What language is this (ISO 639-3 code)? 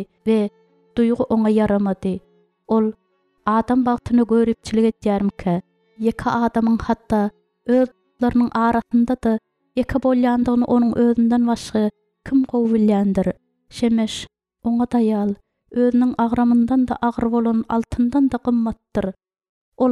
tuk